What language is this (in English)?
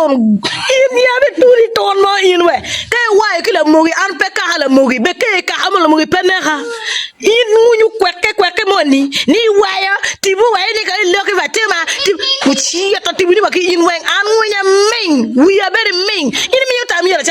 Acoli